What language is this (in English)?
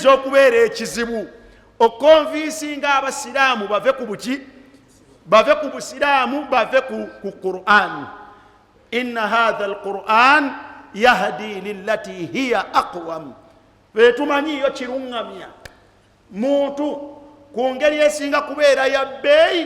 Ganda